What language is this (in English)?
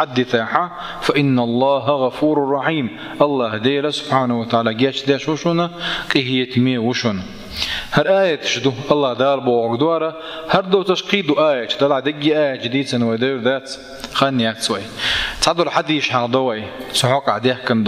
Chechen